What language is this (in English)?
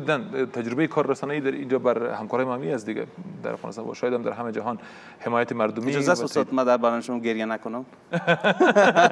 Persian